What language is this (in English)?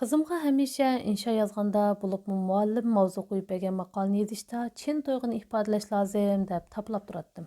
Uyghur